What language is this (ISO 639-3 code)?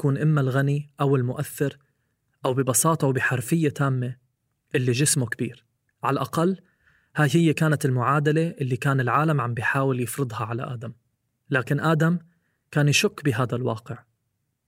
apc